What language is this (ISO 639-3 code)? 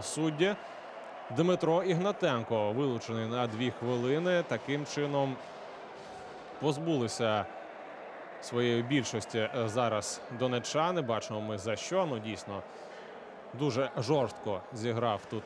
ukr